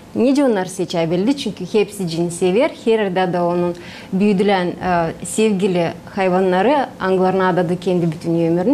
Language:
Gagauz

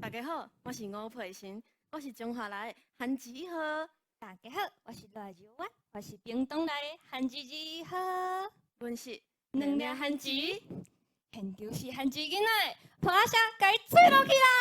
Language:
Min Nan Chinese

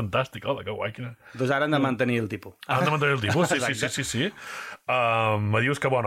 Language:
Catalan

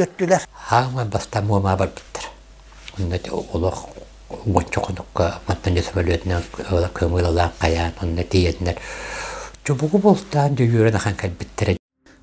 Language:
Yakut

